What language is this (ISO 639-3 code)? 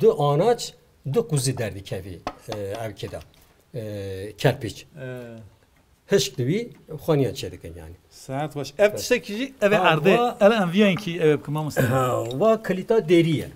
kur